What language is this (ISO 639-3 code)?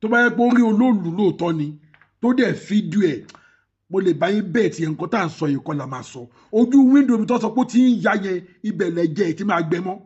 yor